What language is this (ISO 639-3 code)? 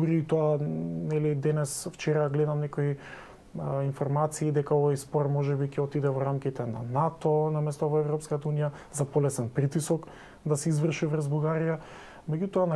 mkd